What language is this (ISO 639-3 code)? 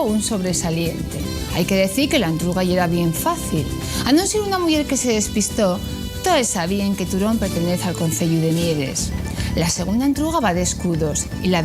ast